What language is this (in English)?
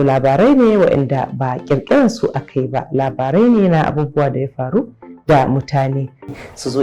Hausa